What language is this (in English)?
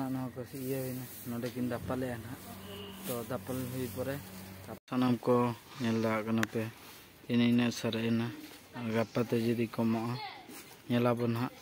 Santali